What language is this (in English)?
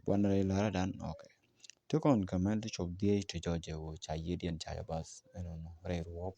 Nuer